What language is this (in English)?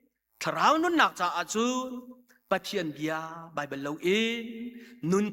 Hakha Chin